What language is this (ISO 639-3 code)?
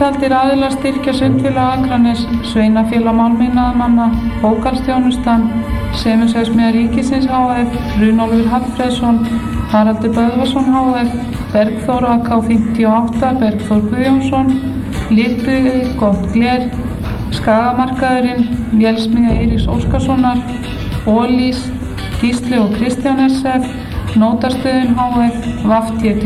isl